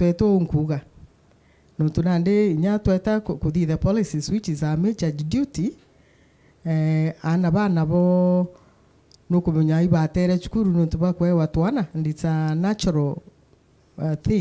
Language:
Meru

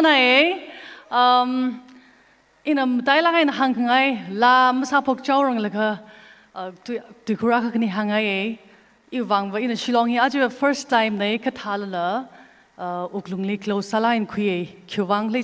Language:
Tangkhul Naga (India)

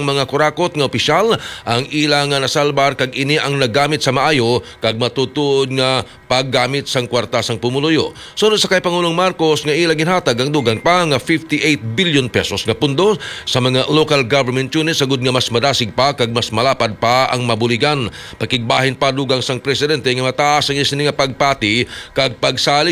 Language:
Hiligaynon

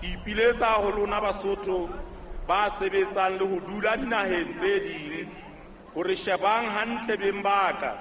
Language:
Southern Sotho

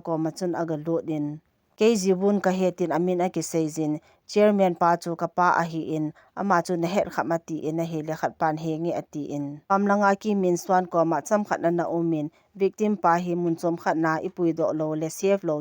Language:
Thado Chin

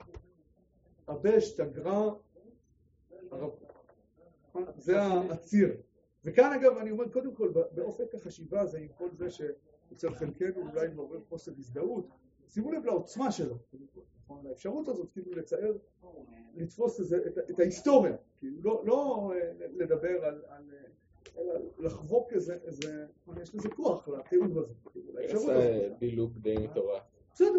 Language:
Hebrew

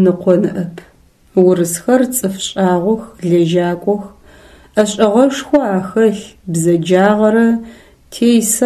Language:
Adyghe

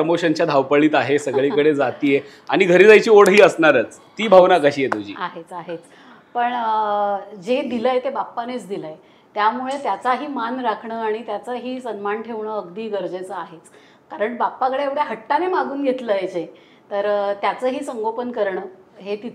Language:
Marathi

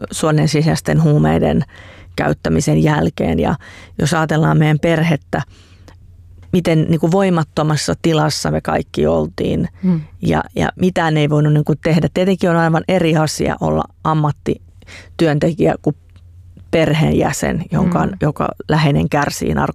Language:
Finnish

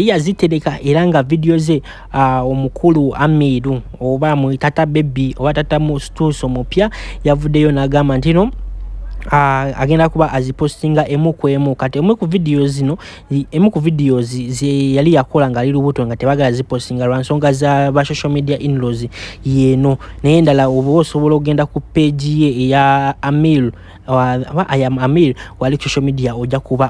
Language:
Ganda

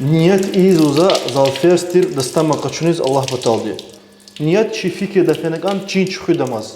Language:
Lezghian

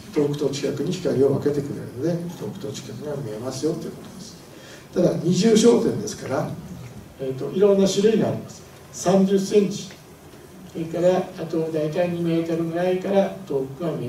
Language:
Japanese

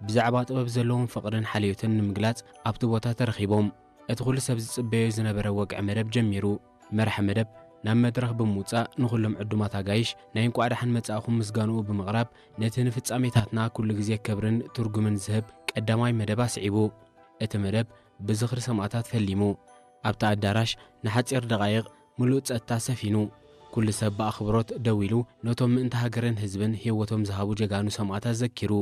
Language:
Tigrinya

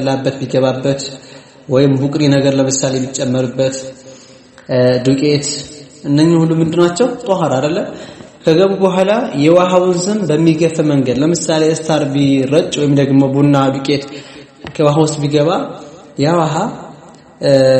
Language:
Amharic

